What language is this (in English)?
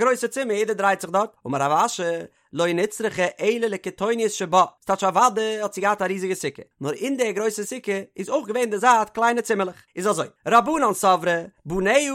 Yiddish